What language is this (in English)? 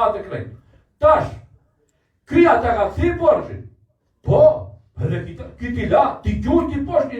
Albanian